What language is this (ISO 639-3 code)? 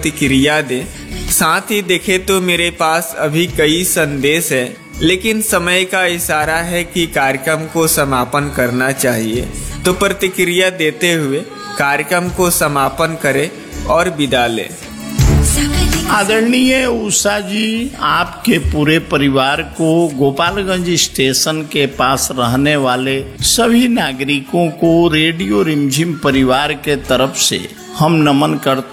hin